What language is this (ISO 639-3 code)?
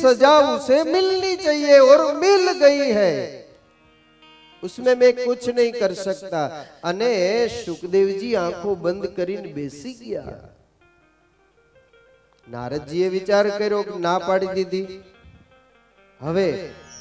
guj